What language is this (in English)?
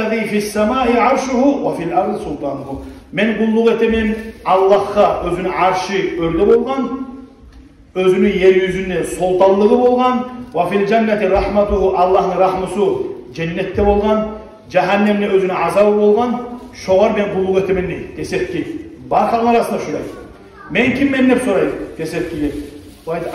Kumyk